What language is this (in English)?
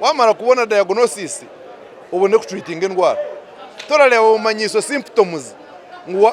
Nyankole